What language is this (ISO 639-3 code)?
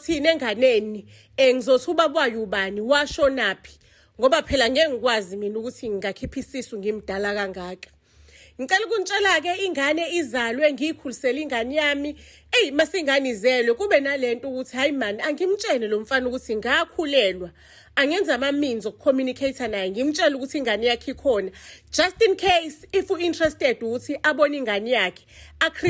zul